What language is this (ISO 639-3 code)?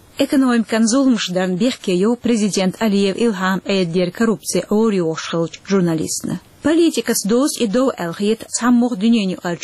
che